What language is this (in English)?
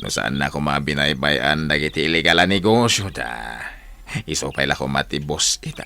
Iloko